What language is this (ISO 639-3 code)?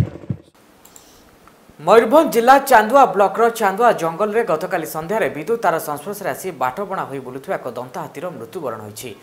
ori